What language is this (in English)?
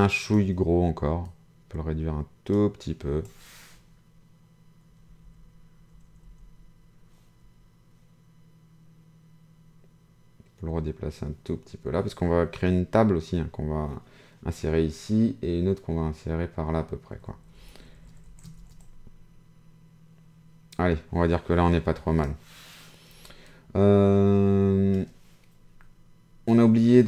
French